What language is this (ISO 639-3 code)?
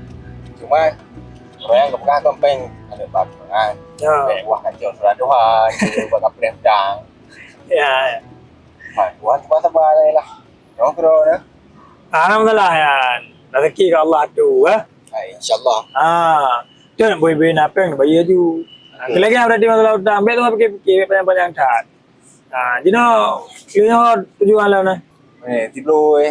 ace